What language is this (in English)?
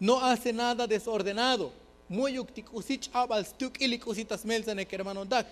Tzotzil